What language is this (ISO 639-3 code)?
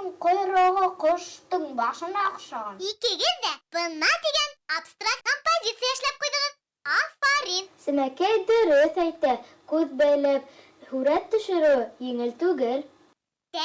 bak